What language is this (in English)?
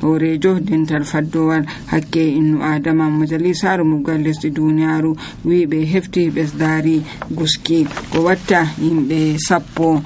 Nigerian Fulfulde